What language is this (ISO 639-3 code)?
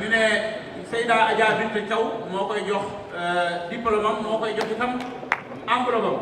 wol